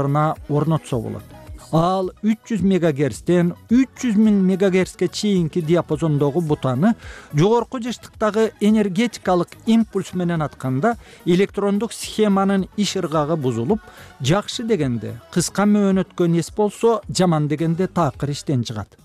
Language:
Kyrgyz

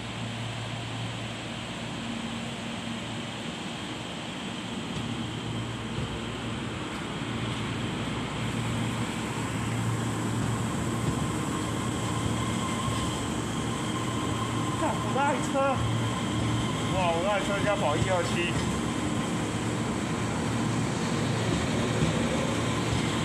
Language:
Chinese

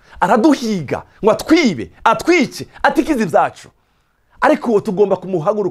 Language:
Rundi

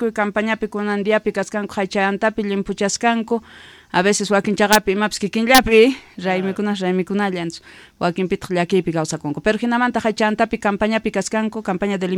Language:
South Bolivian Quechua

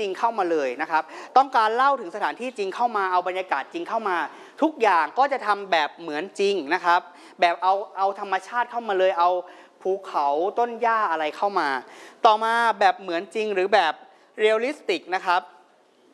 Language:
Thai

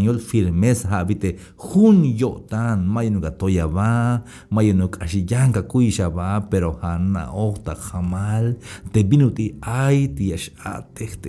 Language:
Tzeltal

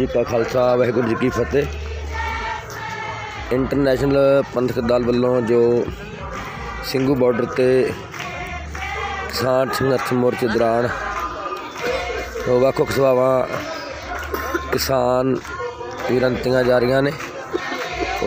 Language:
Punjabi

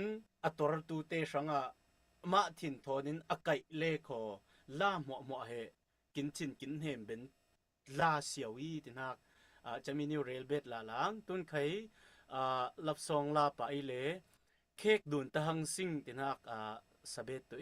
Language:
Falam Chin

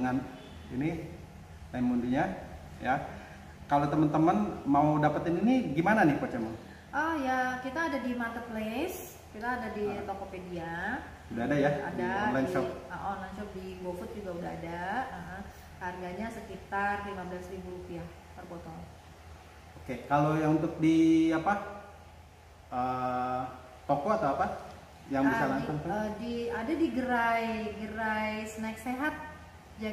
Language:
Indonesian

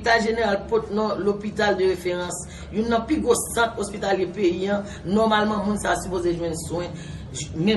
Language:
Haitian Creole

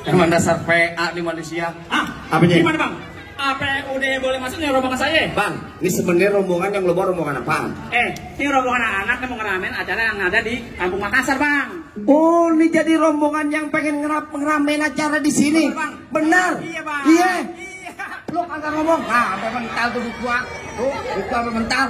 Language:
Betawi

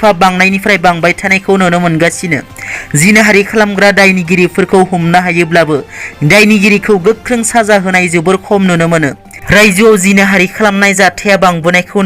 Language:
Bodo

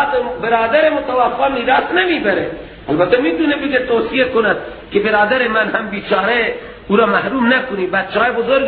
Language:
Persian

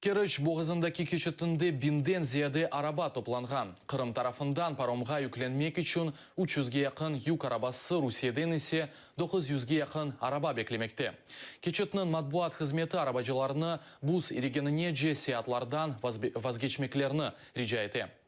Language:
Crimean Tatar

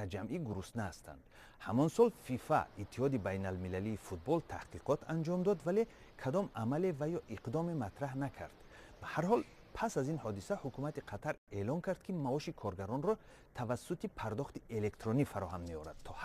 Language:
Tajik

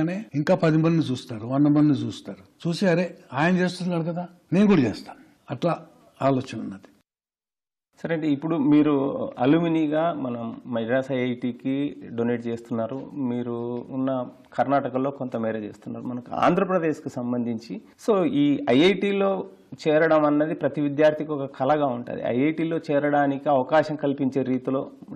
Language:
Telugu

